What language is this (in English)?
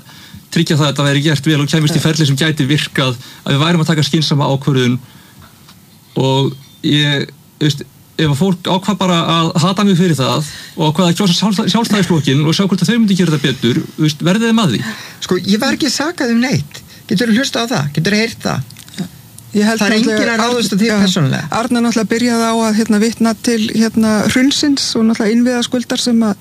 Icelandic